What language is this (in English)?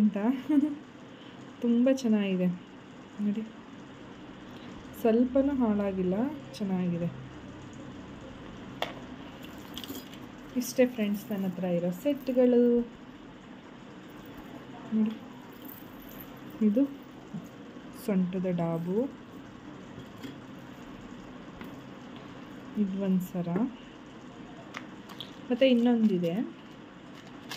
Kannada